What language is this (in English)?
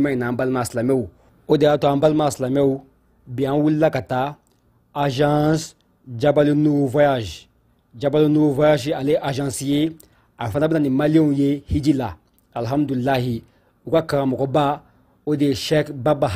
Bambara